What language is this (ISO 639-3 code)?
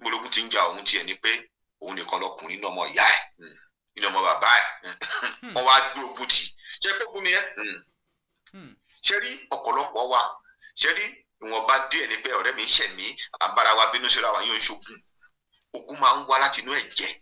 yor